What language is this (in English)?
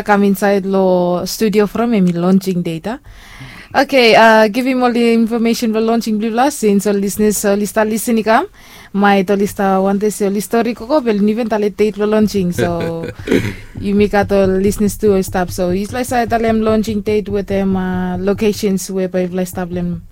Bislama